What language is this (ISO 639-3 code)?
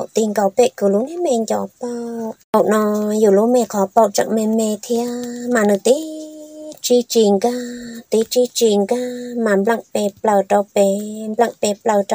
vie